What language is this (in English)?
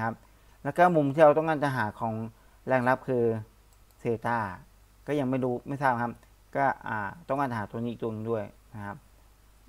Thai